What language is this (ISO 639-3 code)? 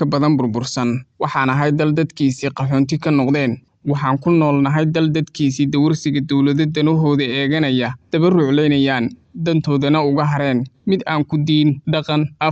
som